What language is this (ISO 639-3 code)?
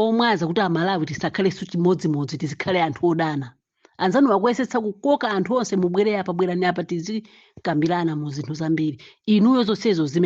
nya